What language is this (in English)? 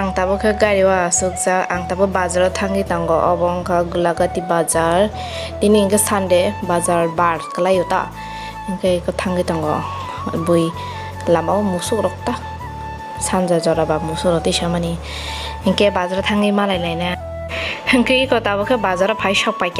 Kok Borok